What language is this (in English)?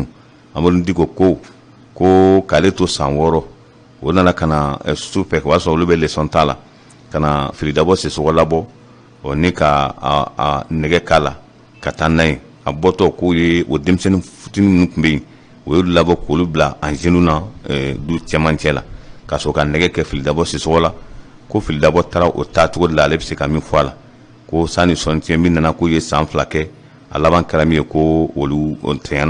Bambara